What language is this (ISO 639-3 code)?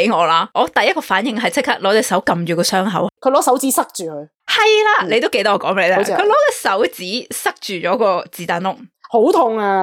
yue